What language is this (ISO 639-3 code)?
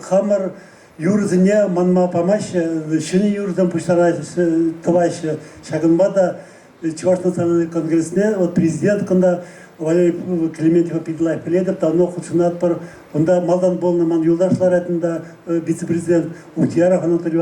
chv